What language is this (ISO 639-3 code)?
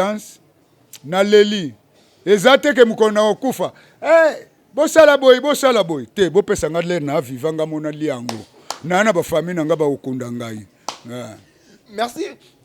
lin